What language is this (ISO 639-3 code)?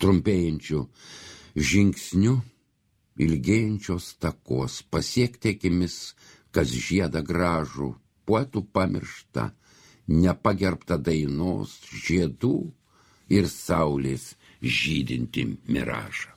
lit